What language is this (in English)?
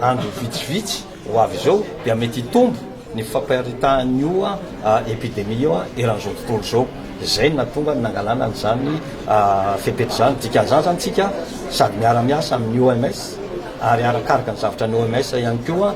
Malagasy